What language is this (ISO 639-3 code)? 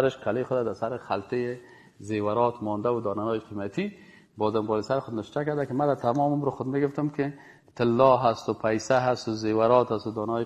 fas